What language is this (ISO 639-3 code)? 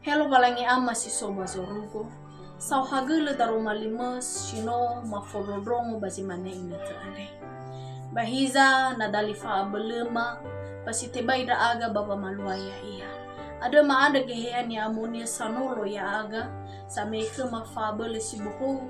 nia